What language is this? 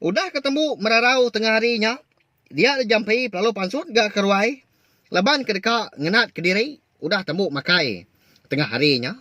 Iban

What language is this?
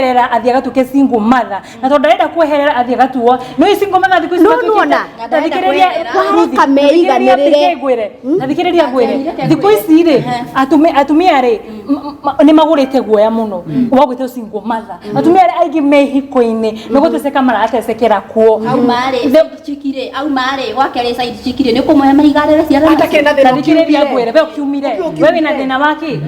Kikuyu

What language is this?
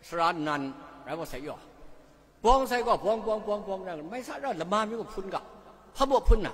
Kachin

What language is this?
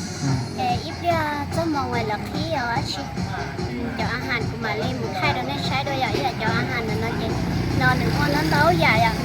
Hmong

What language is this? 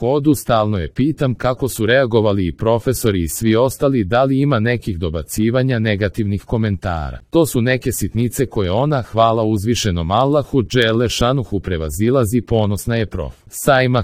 Croatian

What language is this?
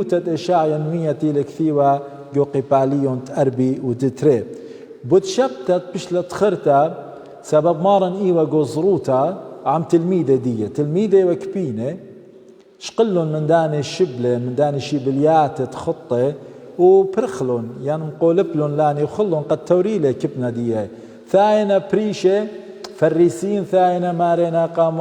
Assyrian Neo-Aramaic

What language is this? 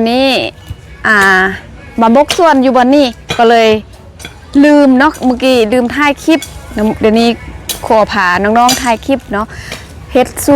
Lao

